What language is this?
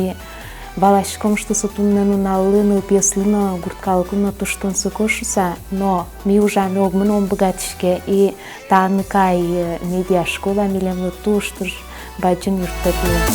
Udmurt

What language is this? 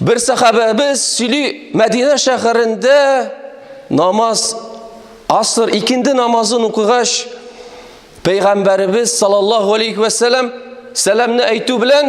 Tatar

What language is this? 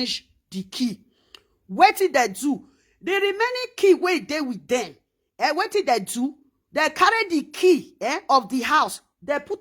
Nigerian Pidgin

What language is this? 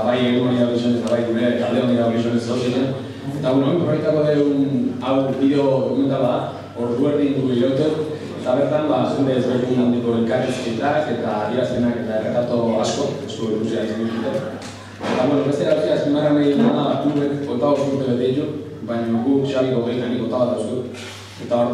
Basque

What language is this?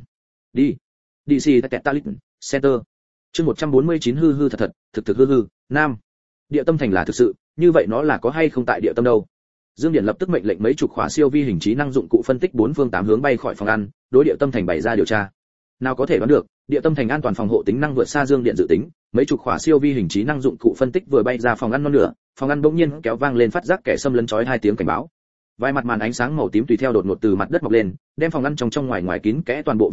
Vietnamese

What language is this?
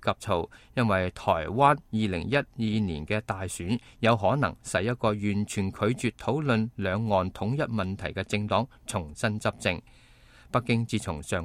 Cantonese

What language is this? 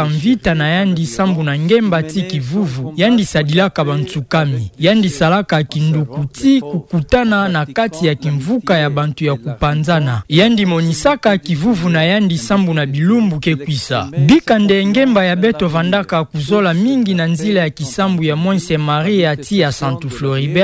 Kituba (Democratic Republic of Congo)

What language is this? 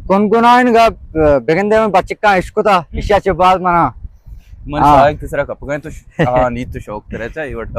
Baluchi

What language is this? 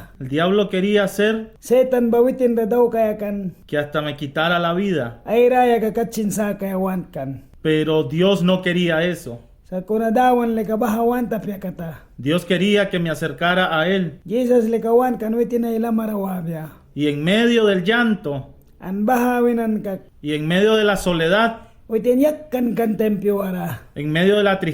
Mískito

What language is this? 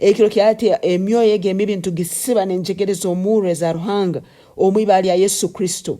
Nyankole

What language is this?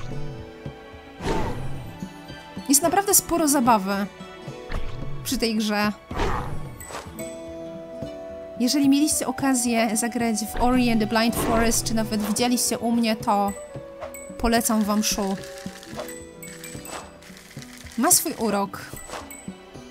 Polish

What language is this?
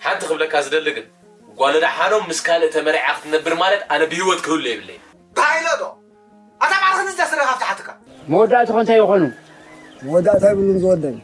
Tigrinya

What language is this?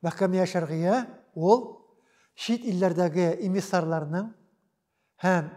Tatar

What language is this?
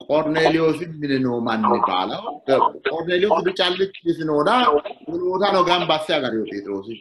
Sidamo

